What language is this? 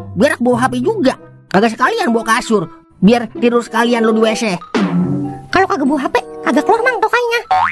Betawi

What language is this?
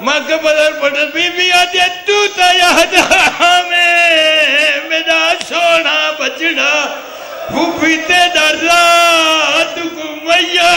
Saraiki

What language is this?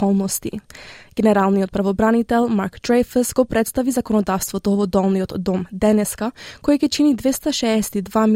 Macedonian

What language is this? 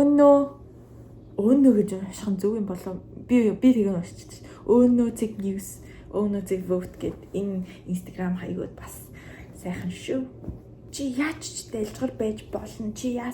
Mongolian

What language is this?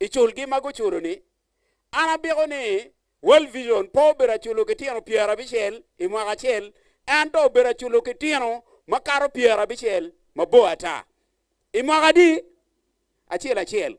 Acoli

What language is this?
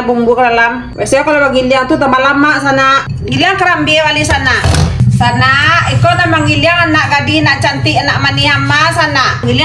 Minangkabau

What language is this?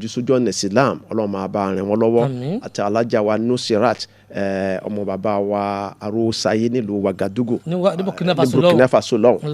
Yoruba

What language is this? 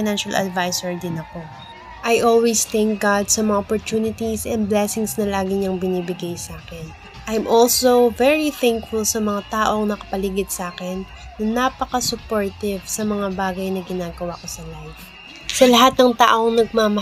Filipino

